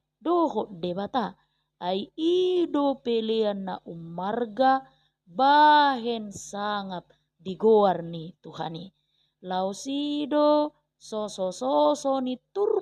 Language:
Batak Toba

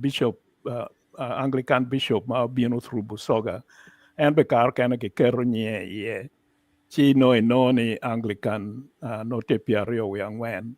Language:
Acoli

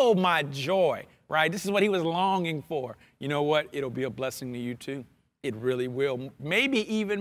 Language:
English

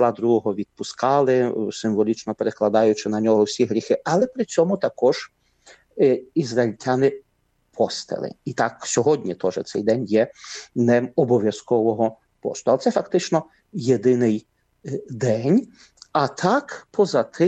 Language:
Ukrainian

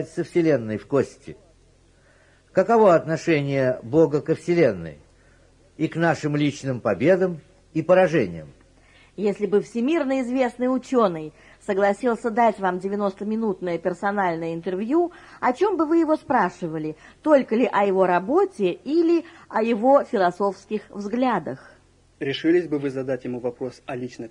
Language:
Russian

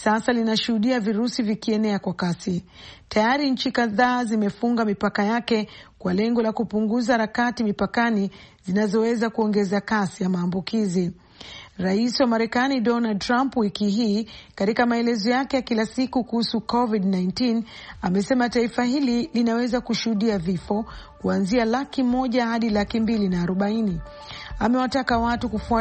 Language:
Swahili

